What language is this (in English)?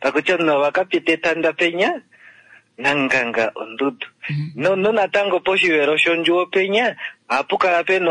Kuanyama